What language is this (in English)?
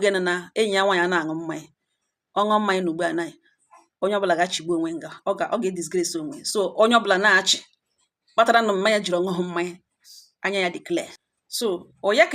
Igbo